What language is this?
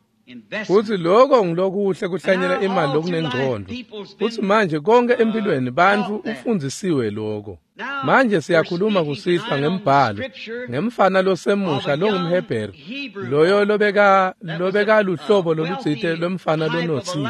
Swati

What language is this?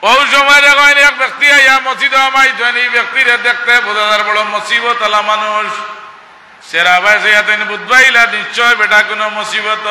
Sylheti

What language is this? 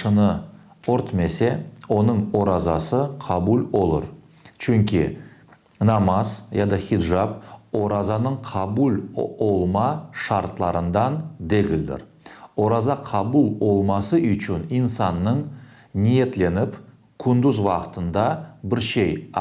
Crimean Tatar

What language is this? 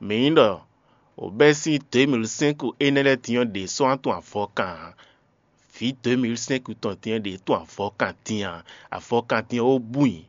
Fon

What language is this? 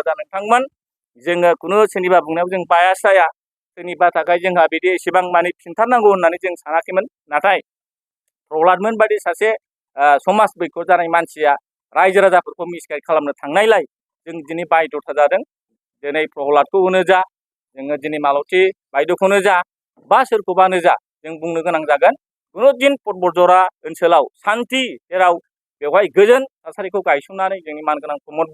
Bodo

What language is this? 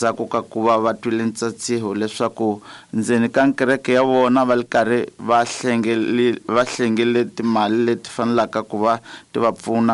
Tsonga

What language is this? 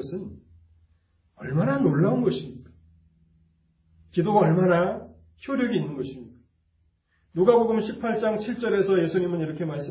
Korean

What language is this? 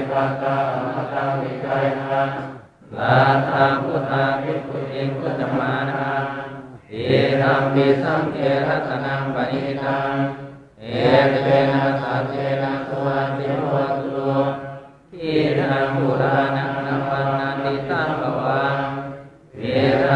Pali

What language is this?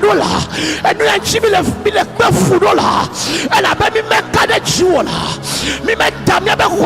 Ewe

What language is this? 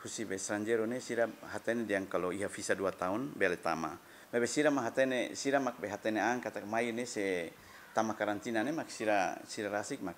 Tetum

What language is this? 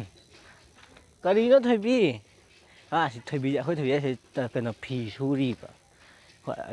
Manipuri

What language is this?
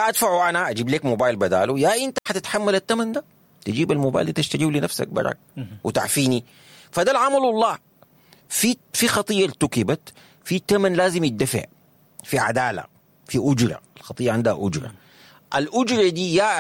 Sudanese Arabic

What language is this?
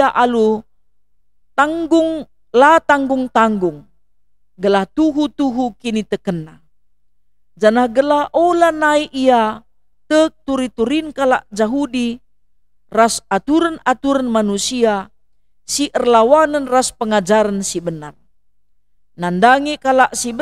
Batak Karo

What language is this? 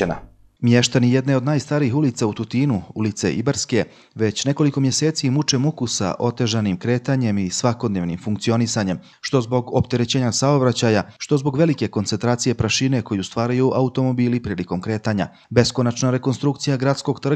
Bosnian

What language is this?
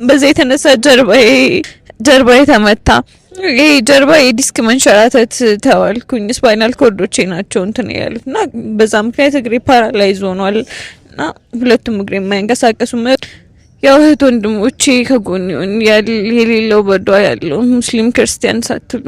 Amharic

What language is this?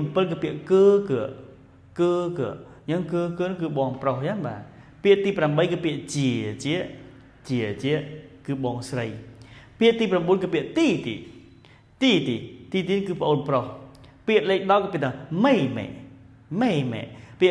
Khmer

